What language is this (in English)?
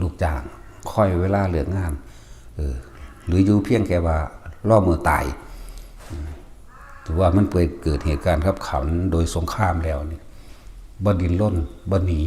Northeastern Thai